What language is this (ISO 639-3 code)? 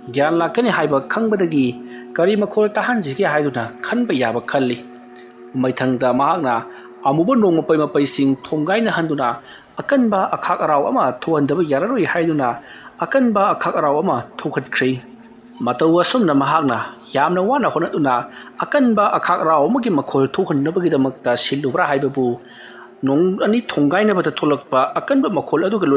mni